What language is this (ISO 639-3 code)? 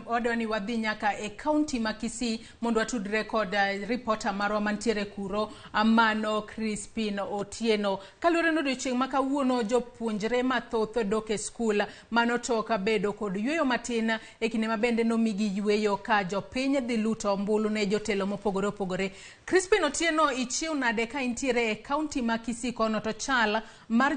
luo